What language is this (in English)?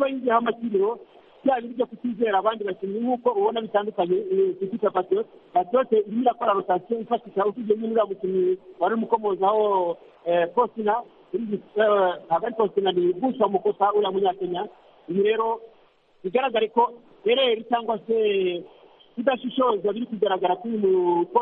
Kinyarwanda